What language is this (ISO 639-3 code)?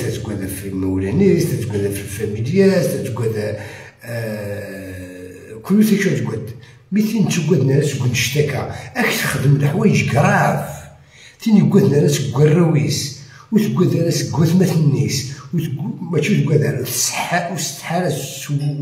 arq